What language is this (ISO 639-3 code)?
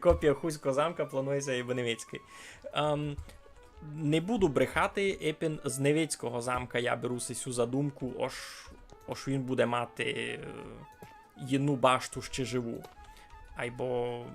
rue